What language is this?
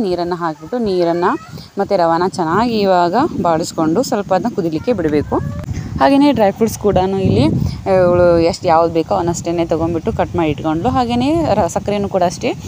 Kannada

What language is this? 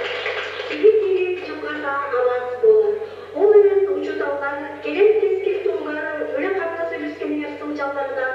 Yakut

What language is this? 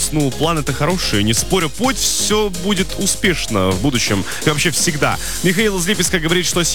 Russian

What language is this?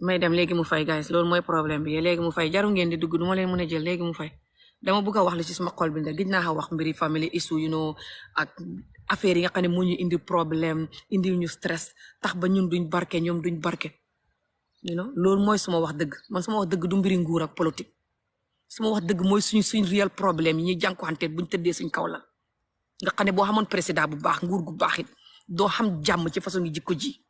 Wolof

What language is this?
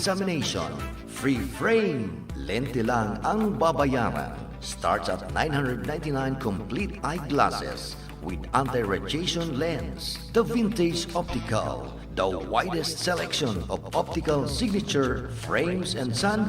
Bikol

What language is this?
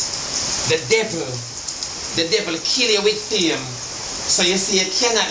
Jamaican Creole English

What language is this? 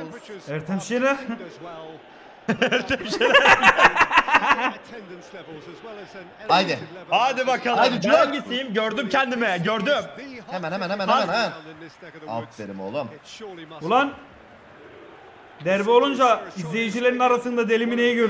Turkish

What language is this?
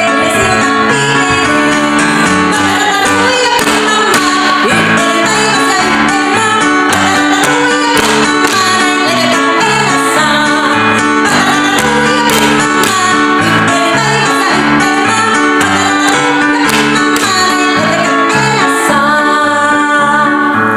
Finnish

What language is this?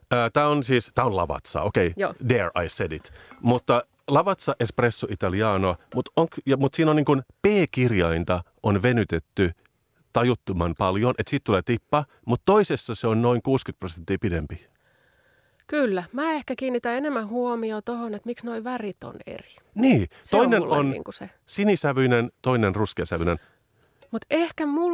Finnish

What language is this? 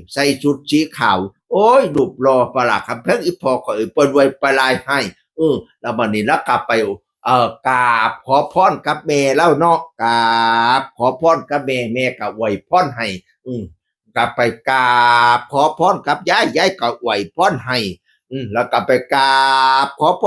Northeastern Thai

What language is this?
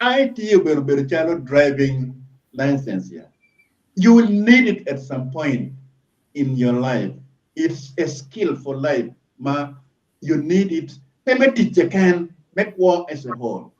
Acoli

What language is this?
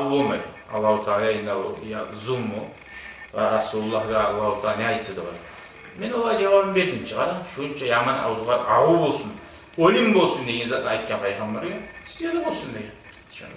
Kumyk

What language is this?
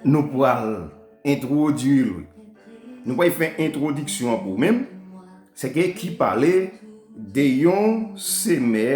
Haitian Creole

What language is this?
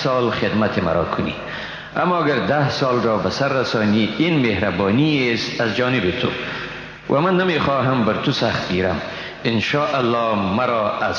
Persian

